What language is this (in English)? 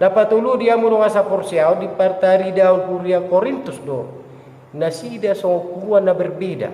Batak Toba